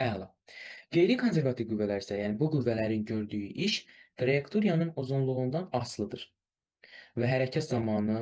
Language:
Azerbaijani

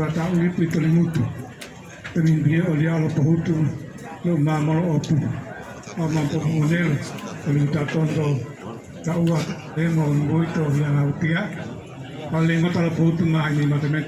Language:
Gorontalo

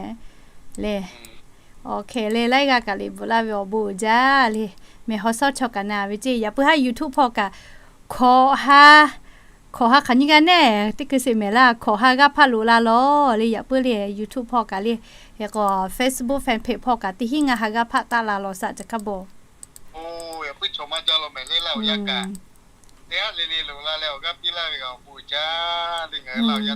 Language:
Lahu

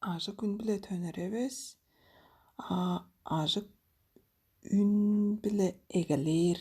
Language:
Tuvinian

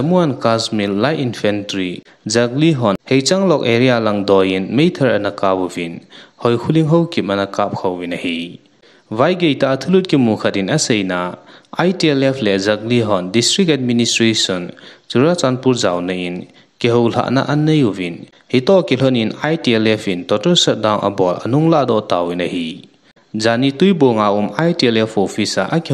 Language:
Thado Chin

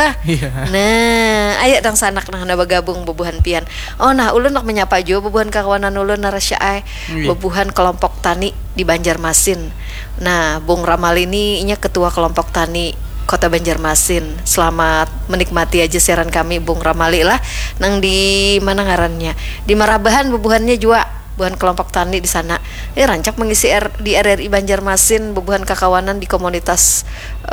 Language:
Banjar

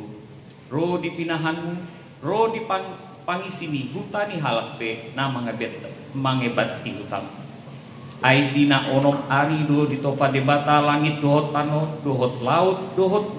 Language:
Batak Toba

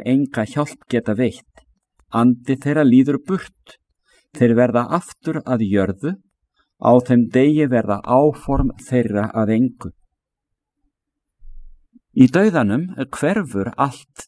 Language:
Icelandic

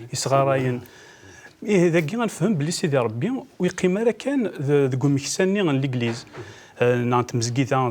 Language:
Kabyle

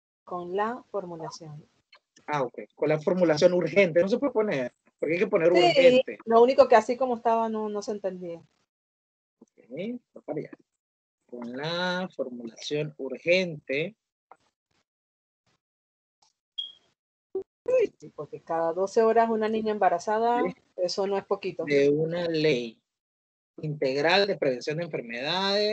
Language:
Spanish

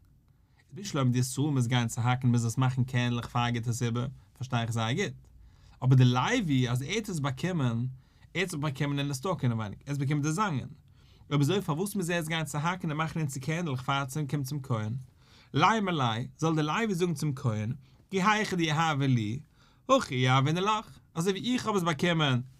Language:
Yiddish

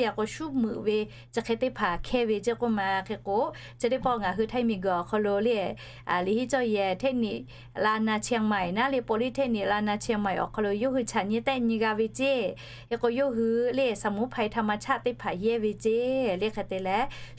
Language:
Lahu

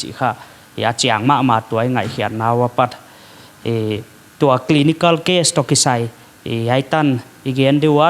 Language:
Paite Chin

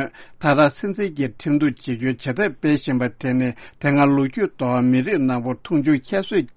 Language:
Tibetan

